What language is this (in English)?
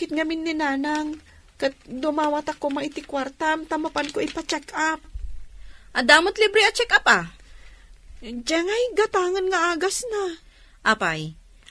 Iloko